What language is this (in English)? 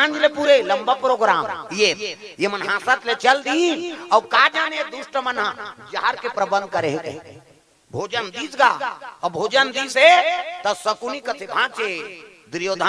Chhattisgarhi